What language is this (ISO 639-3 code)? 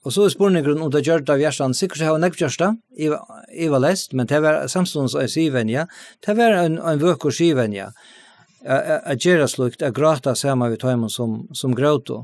fao